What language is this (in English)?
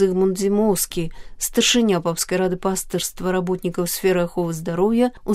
Belarusian